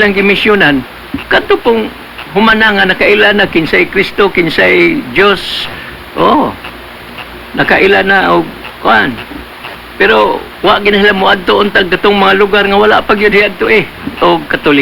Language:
Cebuano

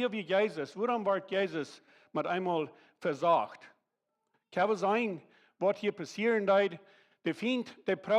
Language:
Plautdietsch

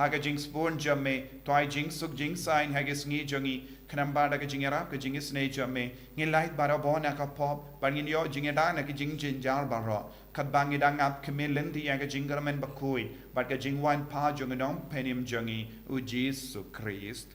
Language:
Khasi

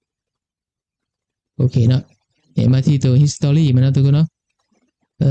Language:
Lao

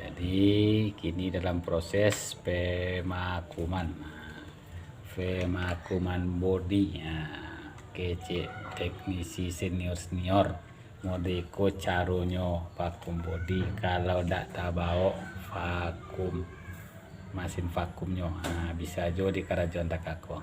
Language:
Minangkabau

